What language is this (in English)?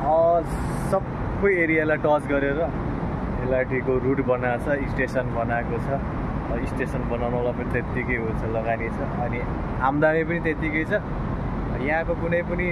Nepali